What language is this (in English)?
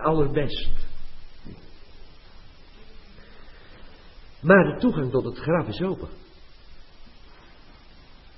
Dutch